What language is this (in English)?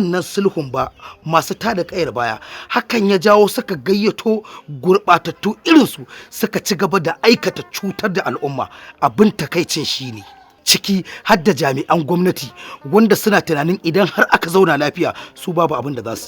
Hausa